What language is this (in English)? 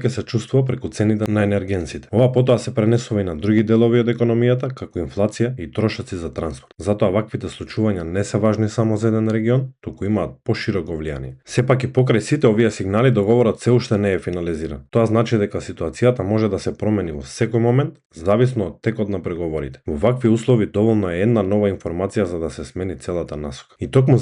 Macedonian